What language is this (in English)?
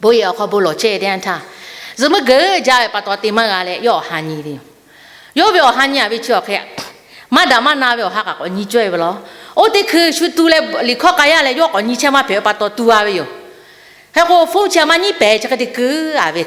Lahu